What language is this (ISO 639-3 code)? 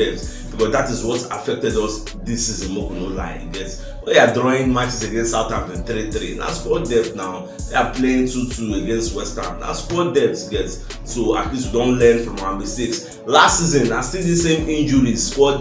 pcm